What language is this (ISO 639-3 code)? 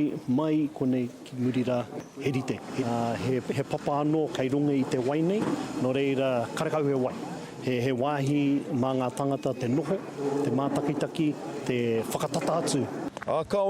mri